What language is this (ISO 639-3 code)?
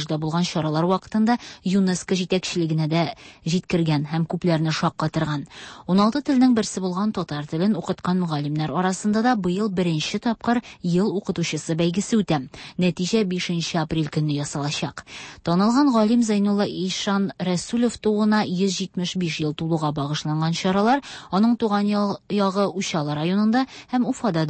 tat